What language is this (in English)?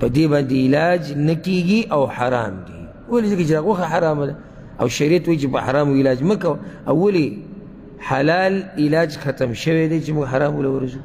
Pashto